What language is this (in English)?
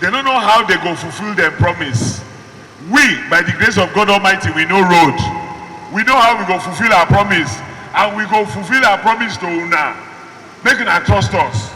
Nigerian Pidgin